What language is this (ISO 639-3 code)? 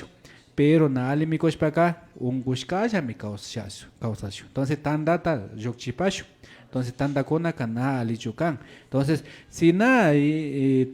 qvi